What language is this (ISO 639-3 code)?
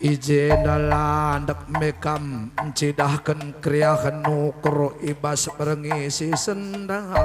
btx